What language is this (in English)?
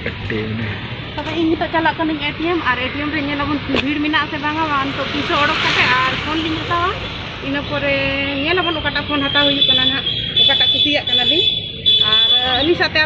Santali